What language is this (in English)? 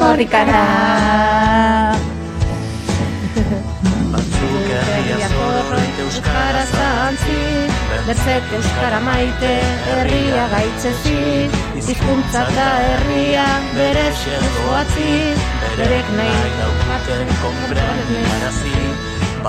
Basque